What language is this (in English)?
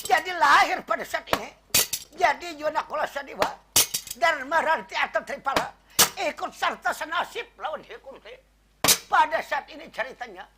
Banjar